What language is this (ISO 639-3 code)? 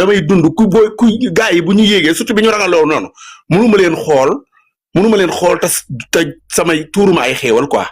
wol